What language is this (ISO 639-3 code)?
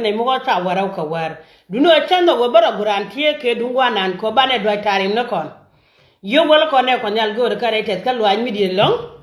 nus